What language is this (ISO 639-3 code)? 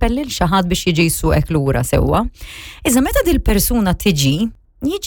mlt